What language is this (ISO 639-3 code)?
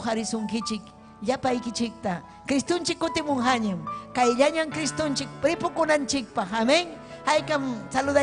quy